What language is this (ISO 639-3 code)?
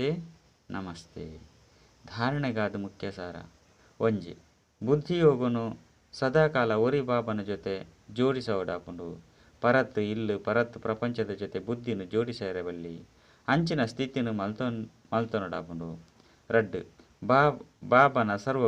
tcy